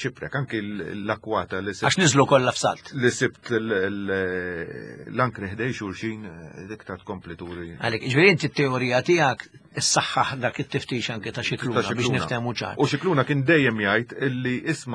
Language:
Maltese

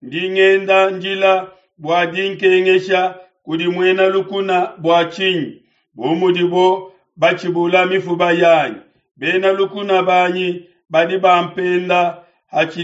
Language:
Luba-Lulua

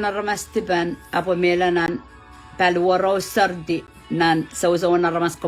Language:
Pohnpeian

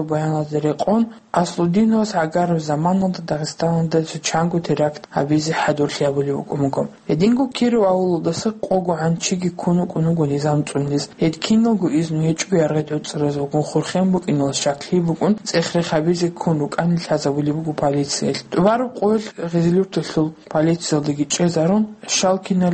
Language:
Avaric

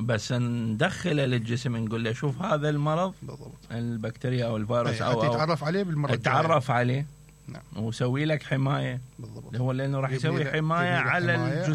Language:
Mesopotamian Arabic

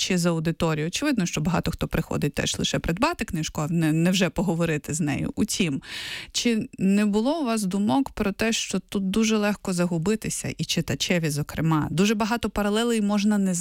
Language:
Ukrainian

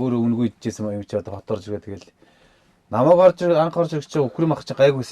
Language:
Mongolian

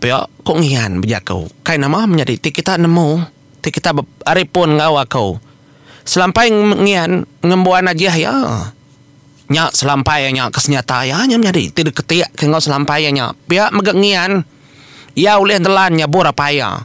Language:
Iban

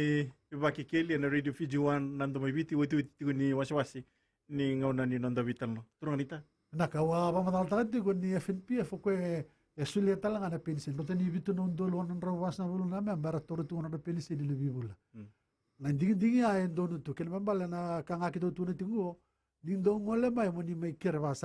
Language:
Fijian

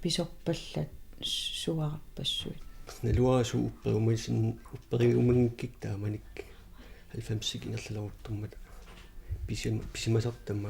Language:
Kalaallisut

